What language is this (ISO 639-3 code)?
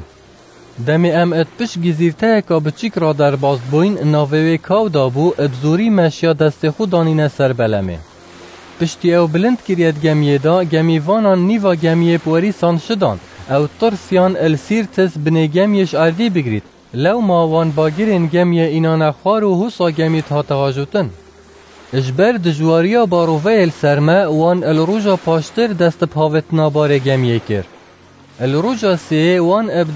kur